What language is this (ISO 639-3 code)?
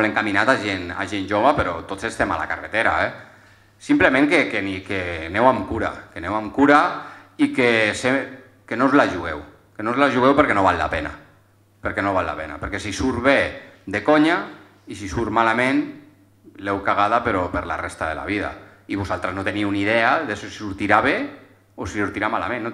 cat